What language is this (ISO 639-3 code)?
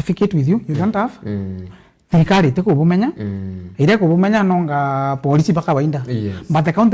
mer